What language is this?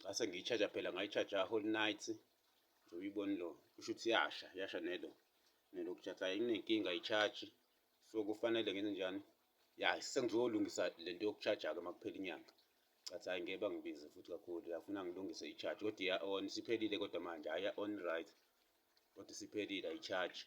Zulu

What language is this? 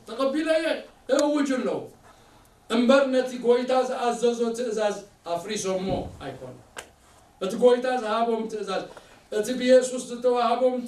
Tigrinya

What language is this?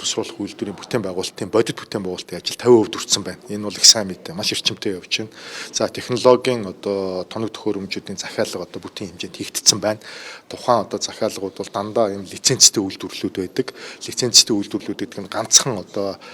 Mongolian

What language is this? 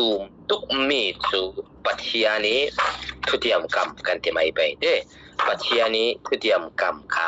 Falam Chin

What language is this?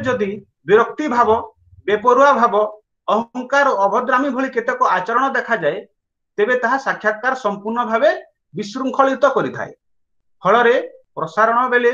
Odia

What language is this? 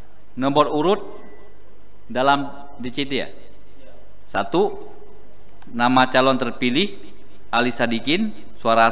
Indonesian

